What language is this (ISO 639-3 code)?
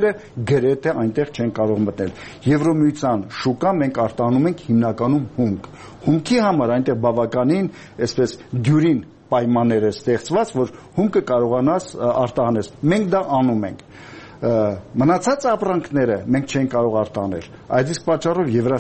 hye